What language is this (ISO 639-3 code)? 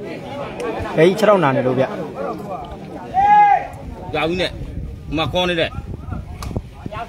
mya